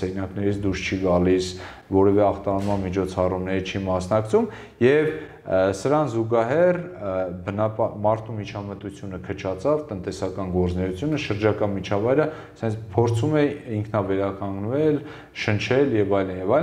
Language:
Armenian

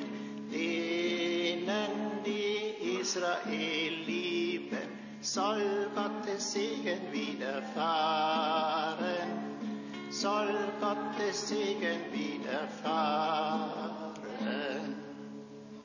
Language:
German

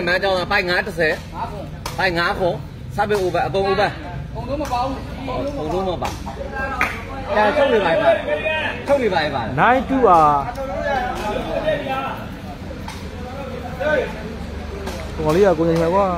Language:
Burmese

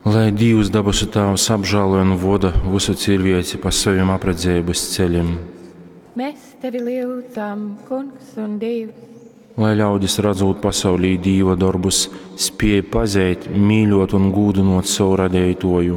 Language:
Latgalian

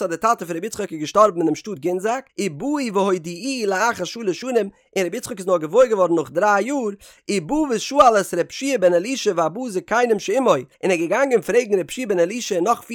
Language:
Yiddish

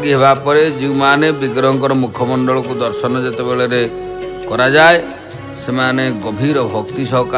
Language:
Odia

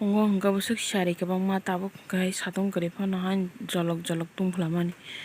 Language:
Kok Borok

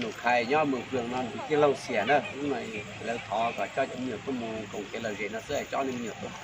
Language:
Hmong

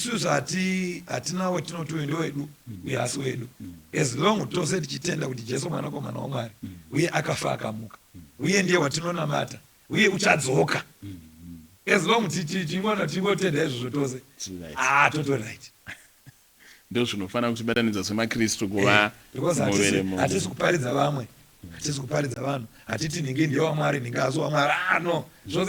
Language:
Shona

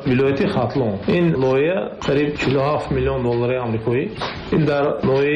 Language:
Tajik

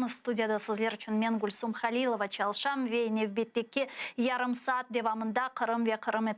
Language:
Crimean Tatar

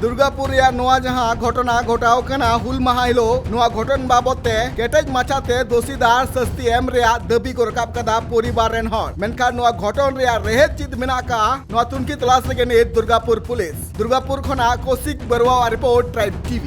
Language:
Santali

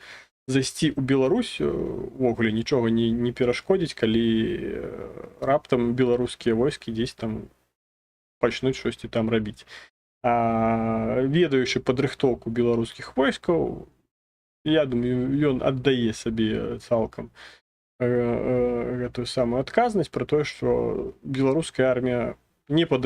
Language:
Belarusian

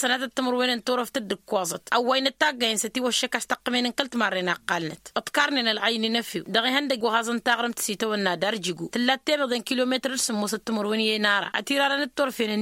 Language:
Tamasheq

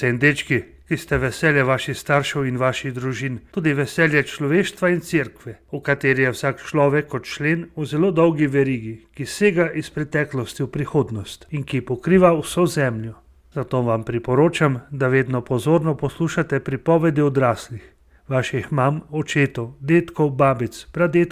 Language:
Slovenian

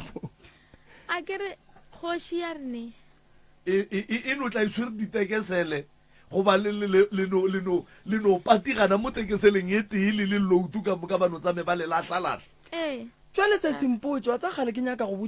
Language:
Northern Sotho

